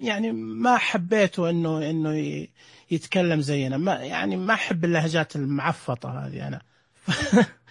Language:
Najdi Arabic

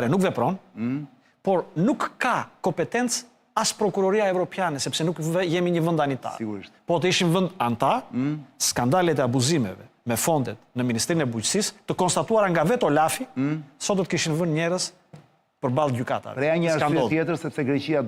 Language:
Albanian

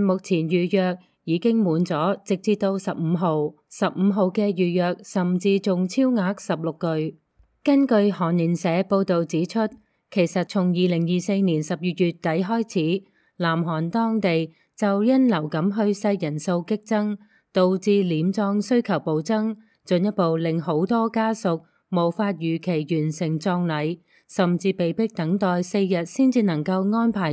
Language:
Cantonese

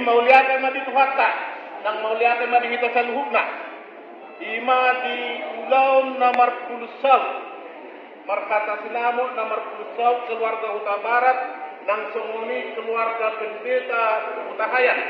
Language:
Batak Toba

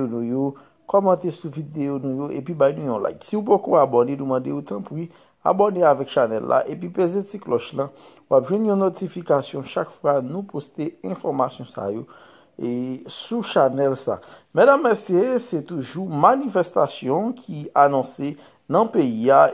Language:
Haitian Creole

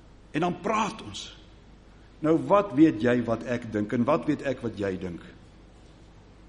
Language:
Afrikaans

